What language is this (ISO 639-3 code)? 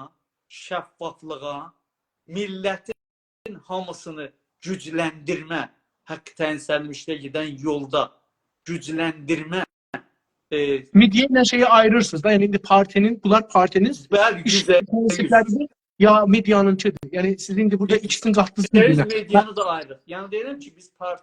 azb